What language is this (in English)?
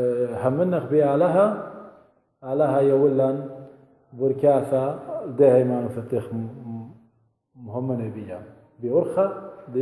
Assyrian Neo-Aramaic